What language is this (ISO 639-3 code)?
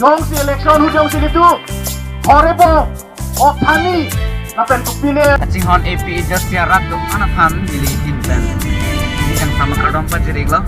mjw